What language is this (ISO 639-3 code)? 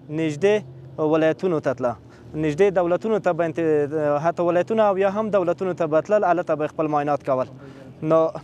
pus